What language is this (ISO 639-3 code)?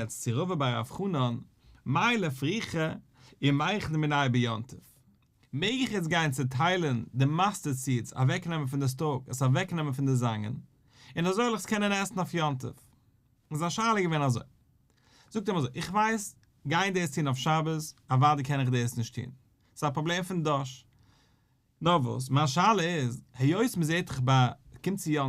yid